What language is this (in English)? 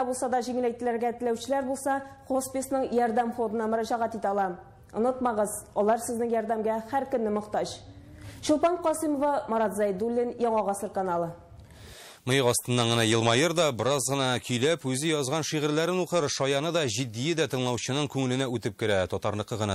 Tatar